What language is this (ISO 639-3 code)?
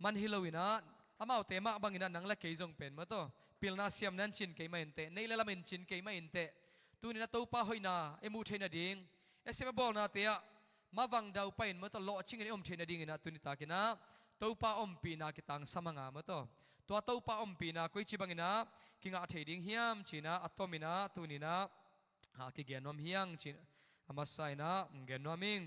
ctd